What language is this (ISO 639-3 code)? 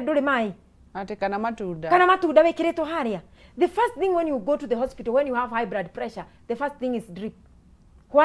kik